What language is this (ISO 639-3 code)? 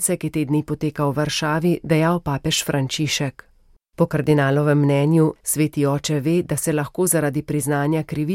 slv